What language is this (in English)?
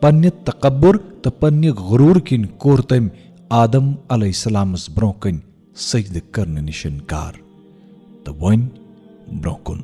Kashmiri